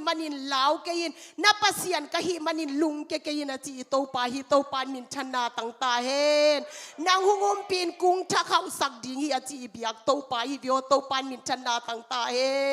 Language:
Tedim Chin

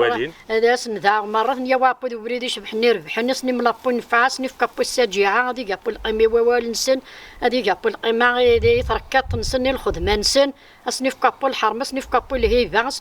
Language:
Kabyle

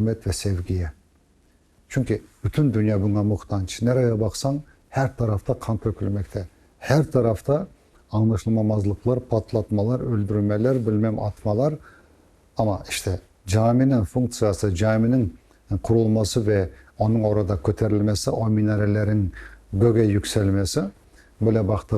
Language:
Crimean Tatar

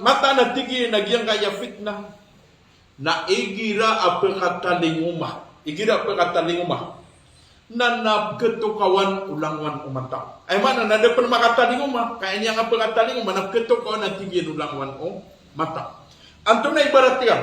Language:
Maranao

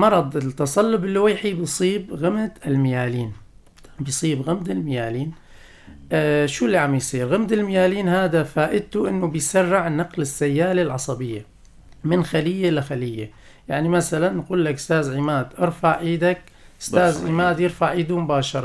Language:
North Levantine Arabic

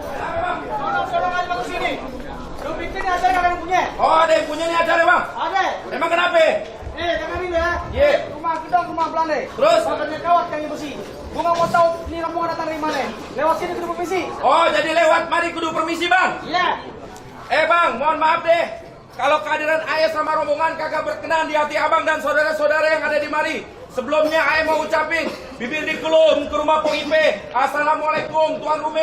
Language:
Betawi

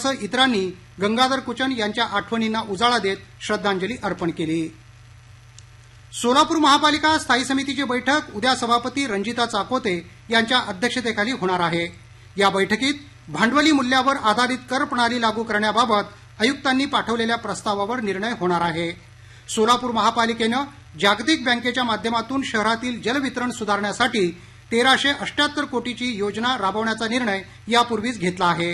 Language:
Marathi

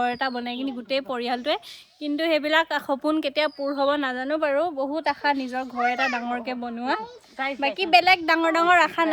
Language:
Assamese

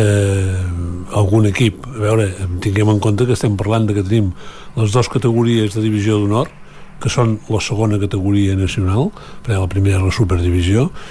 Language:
Catalan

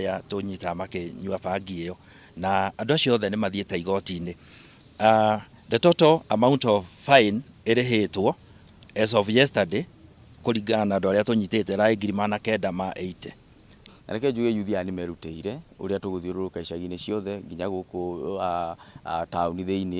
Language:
Kikuyu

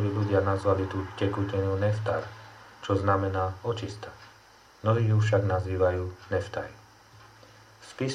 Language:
Slovak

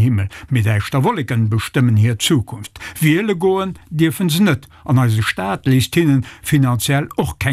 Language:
Luxembourgish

